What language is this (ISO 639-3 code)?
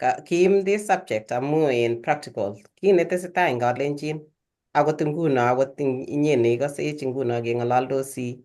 kln